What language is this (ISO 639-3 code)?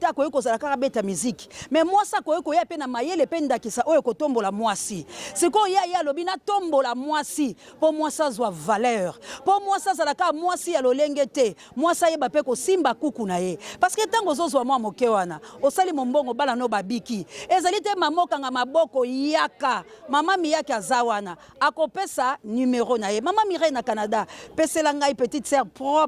lin